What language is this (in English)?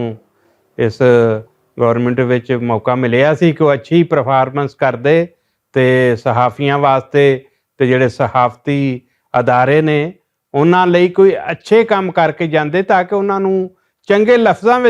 Western Panjabi